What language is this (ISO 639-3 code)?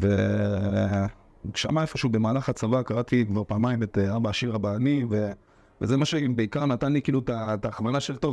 heb